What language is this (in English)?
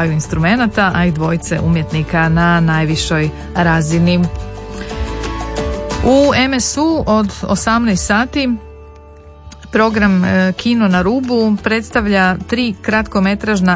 Croatian